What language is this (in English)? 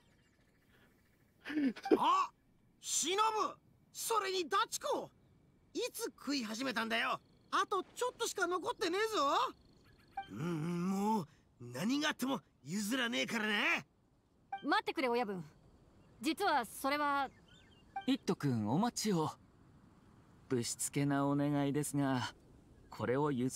Japanese